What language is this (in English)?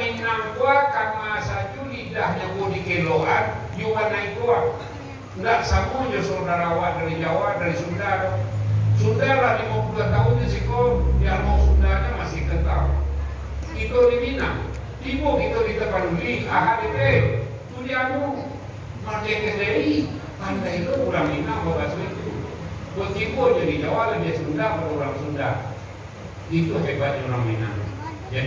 Minangkabau